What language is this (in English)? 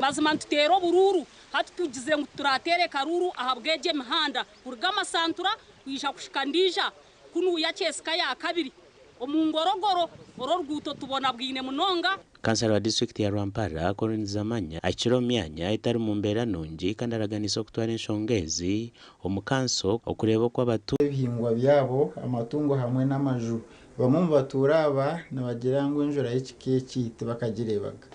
Nyankole